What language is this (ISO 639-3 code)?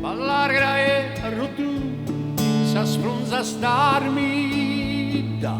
srd